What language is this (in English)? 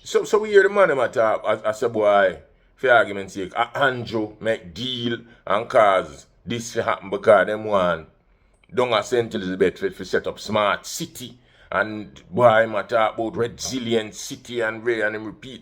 Jamaican Creole English